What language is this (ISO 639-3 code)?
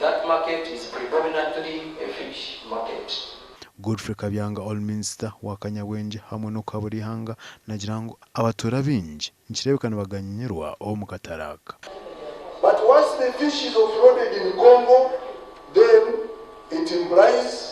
nyn